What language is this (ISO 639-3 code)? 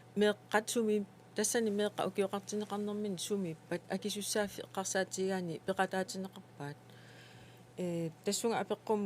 kal